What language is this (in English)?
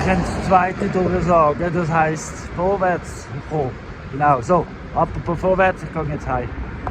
Swiss German